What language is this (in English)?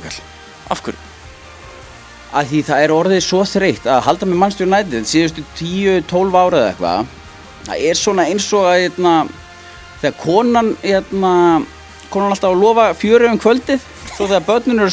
Icelandic